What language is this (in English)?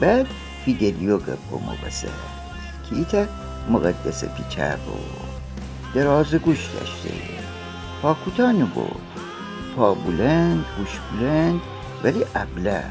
Gilaki